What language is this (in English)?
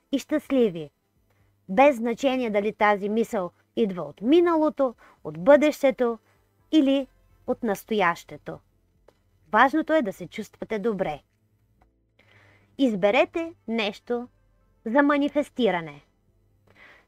Bulgarian